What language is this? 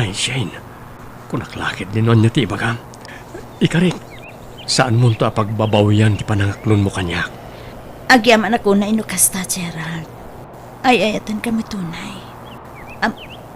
Iloko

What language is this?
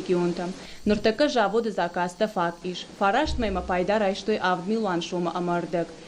Ossetic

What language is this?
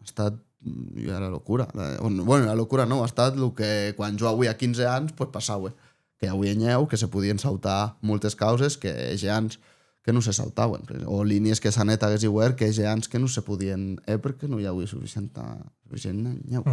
Occitan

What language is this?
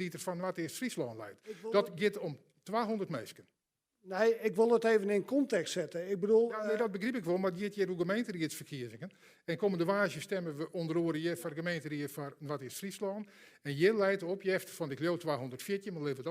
Western Frisian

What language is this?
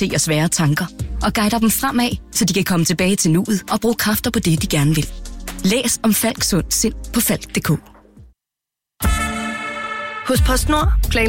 Danish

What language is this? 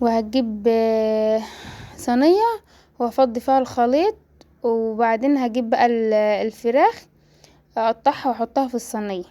Egyptian Arabic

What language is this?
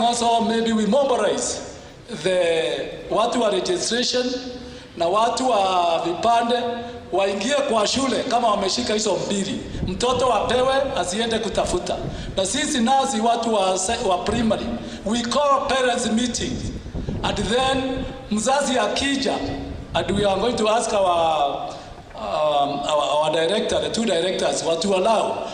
Meru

